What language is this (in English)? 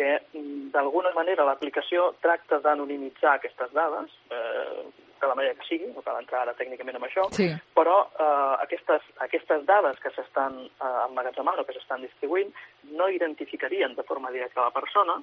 Catalan